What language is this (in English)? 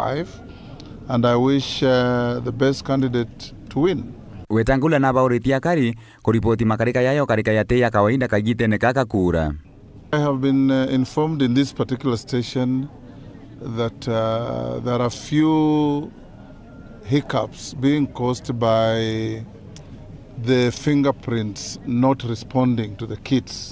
Meru